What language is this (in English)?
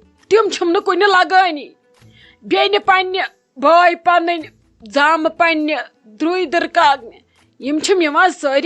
Kashmiri